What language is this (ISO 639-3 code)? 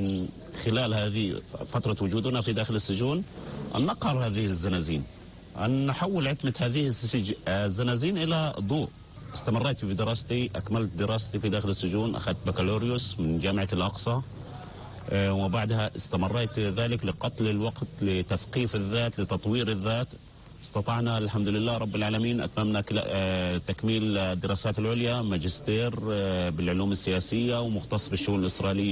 apc